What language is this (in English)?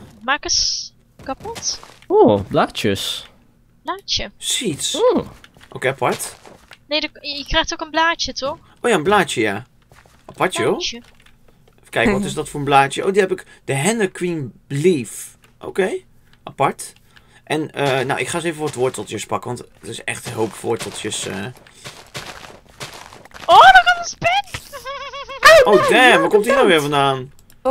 Dutch